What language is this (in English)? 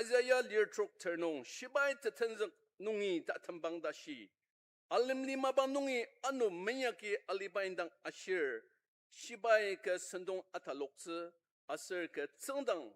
Ao Naga